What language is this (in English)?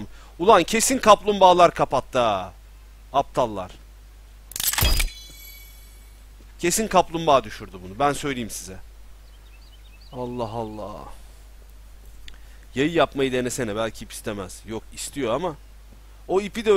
Turkish